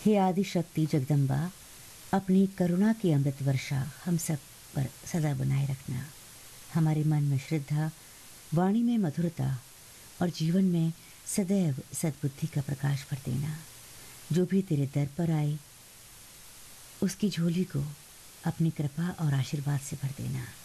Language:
Hindi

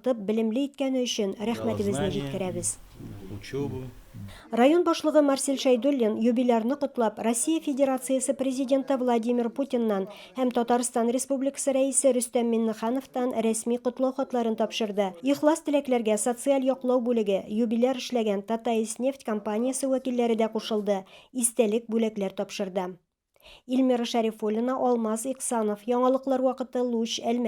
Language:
Tatar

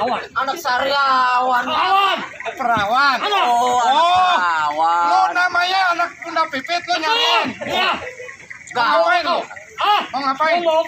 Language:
Betawi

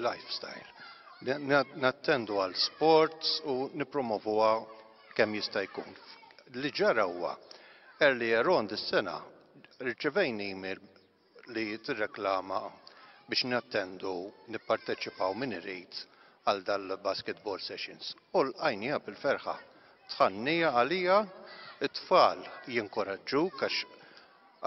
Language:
Maltese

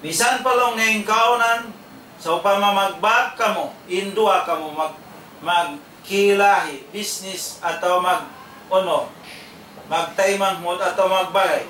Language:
Tausug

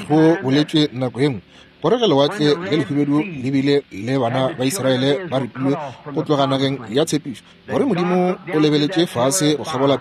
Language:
Northern Sotho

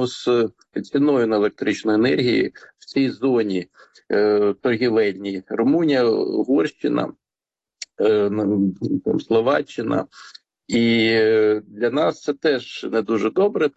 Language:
Ukrainian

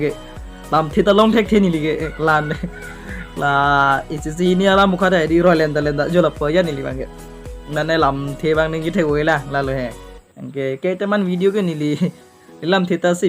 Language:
Karbi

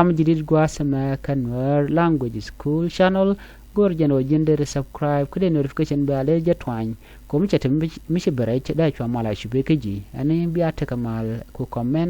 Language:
Nuer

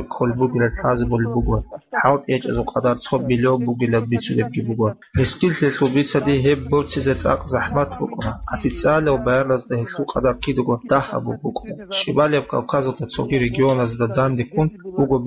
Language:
Avaric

